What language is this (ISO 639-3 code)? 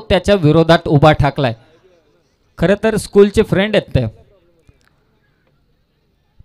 mar